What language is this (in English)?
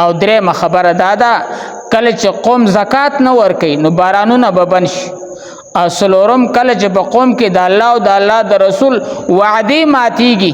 Pashto